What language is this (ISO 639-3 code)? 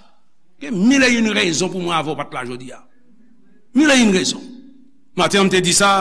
hat